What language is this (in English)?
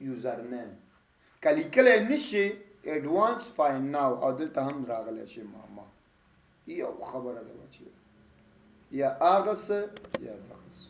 Pashto